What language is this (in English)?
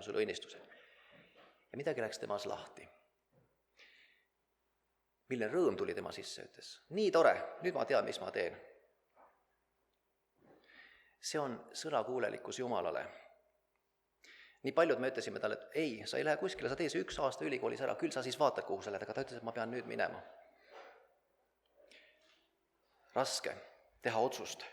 Estonian